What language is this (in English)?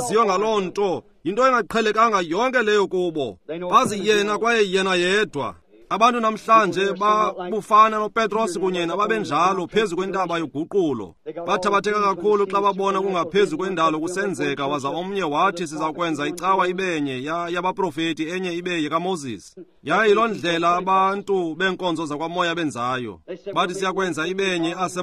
Xhosa